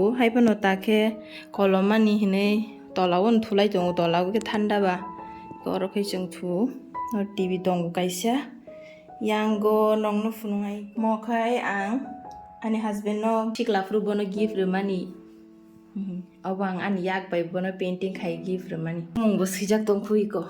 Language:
Kok Borok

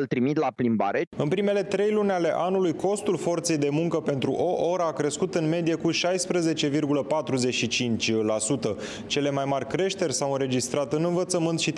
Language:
Romanian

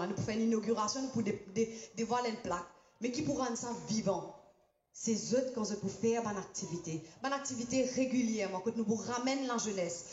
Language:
Morisyen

